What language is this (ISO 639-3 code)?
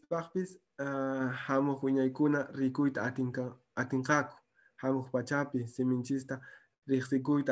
que